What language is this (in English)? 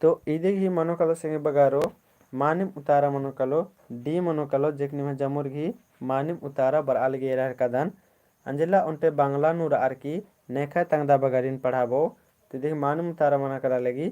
Kurukh